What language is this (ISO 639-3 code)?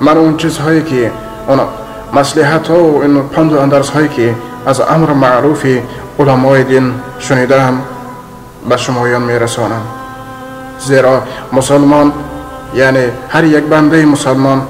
tgk